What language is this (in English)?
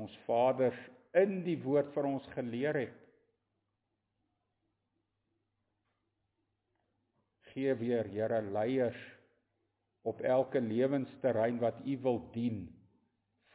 Afrikaans